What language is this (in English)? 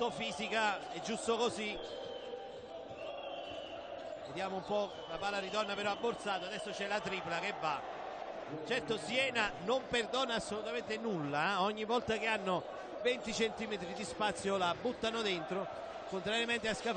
Italian